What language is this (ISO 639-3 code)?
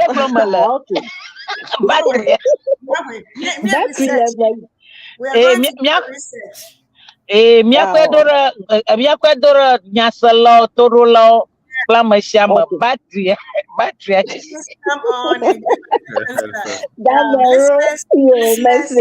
ewe